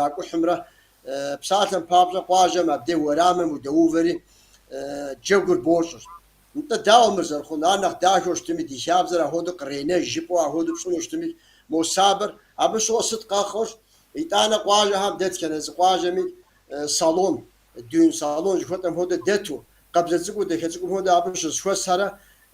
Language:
Kabardian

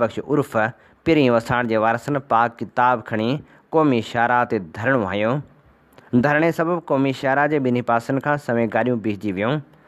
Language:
Sindhi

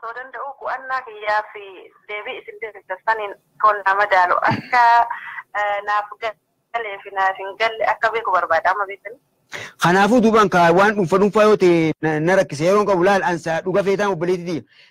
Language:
Oromo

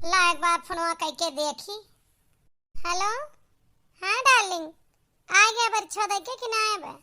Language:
Awadhi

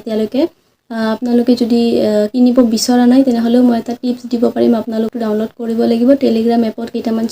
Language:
Assamese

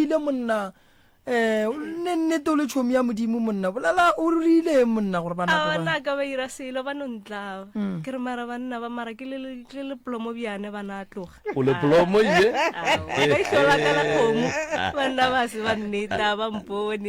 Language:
Northern Sotho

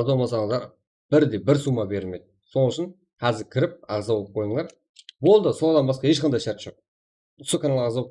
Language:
Kara-Kalpak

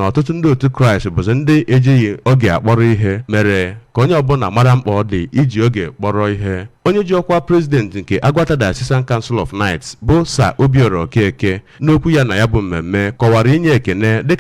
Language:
Igbo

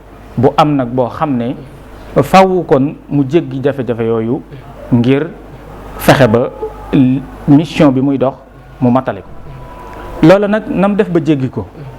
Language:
Wolof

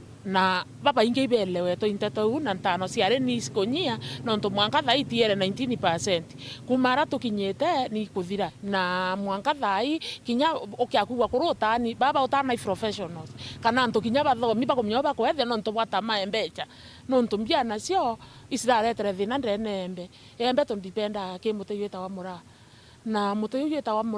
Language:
Meru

